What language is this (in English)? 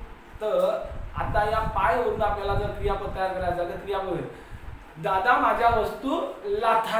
Marathi